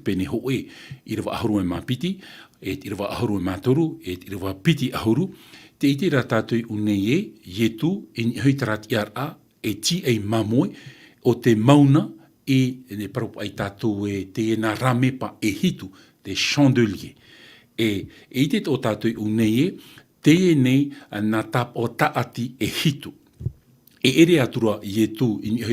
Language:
Tahitian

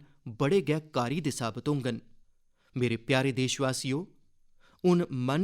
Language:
Dogri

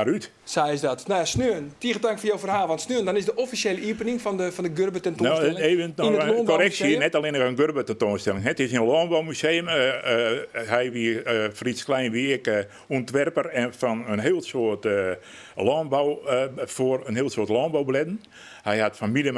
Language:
Western Frisian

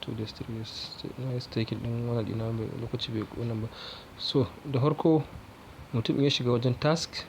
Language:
Hausa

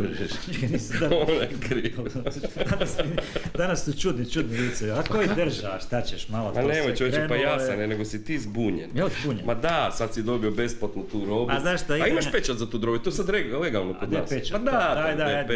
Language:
Croatian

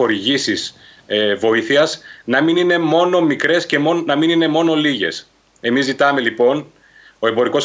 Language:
Greek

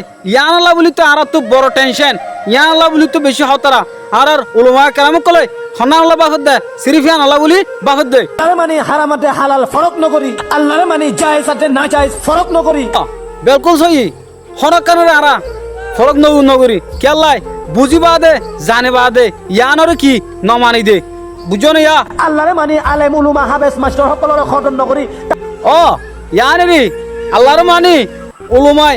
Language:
Rohingya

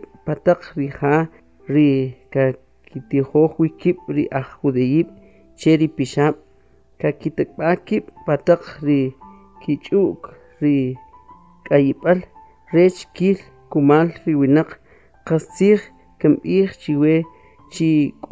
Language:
Kʼicheʼ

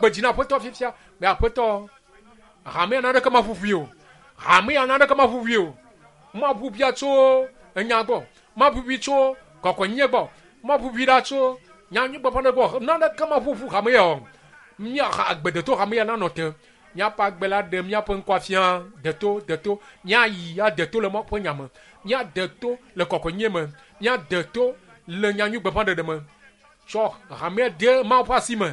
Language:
Ewe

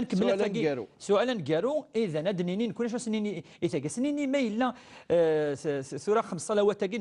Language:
Kabyle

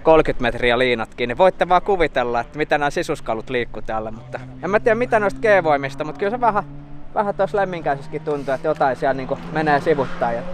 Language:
Finnish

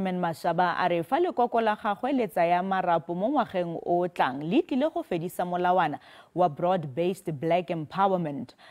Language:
Tswana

